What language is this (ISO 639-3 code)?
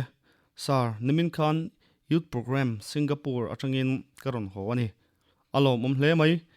lus